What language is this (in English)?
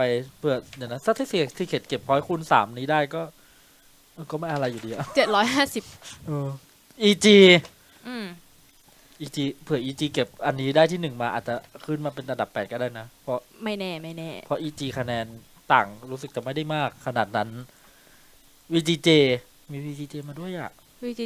Thai